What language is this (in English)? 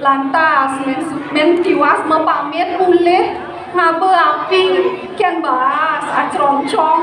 Balinese